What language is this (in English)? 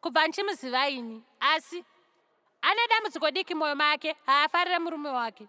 Shona